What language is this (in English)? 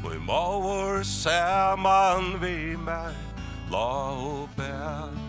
Faroese